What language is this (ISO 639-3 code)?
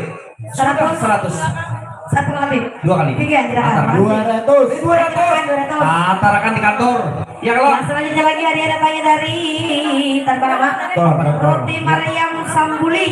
bjn